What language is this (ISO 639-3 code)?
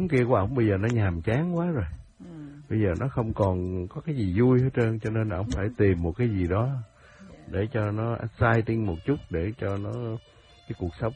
vie